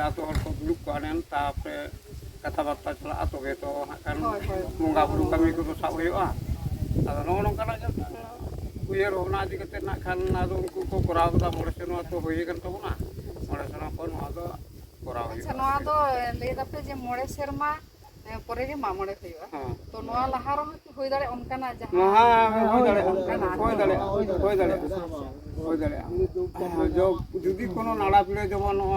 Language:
Santali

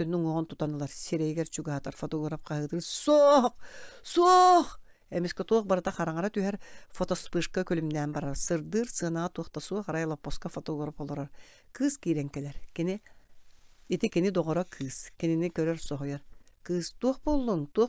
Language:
Yakut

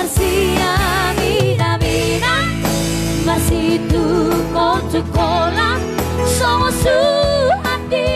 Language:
Batak Toba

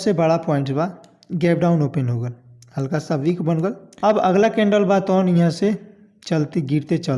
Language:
Bhojpuri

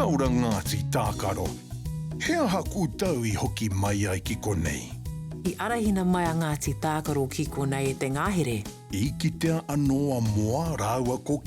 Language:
Māori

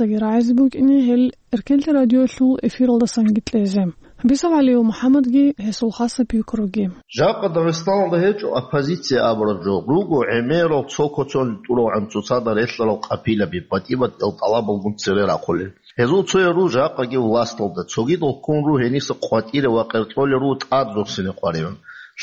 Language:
Avaric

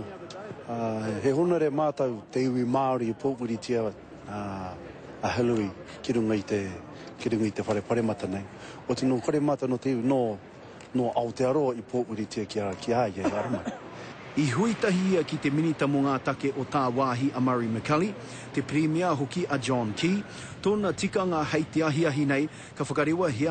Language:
Māori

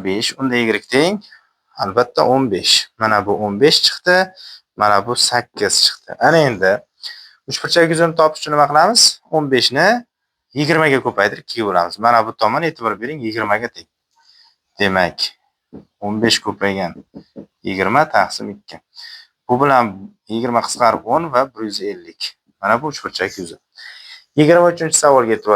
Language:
Uzbek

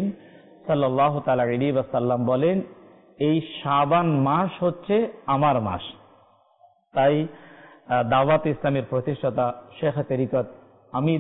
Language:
Bangla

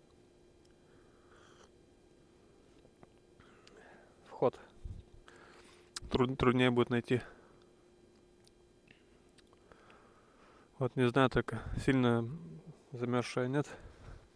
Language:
Russian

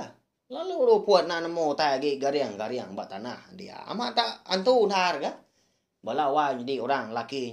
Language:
Iban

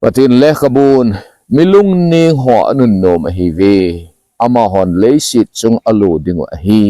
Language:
Thado Chin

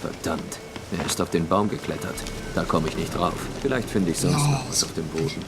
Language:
Swiss German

